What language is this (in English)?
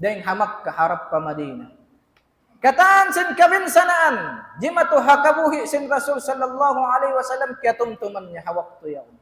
Tausug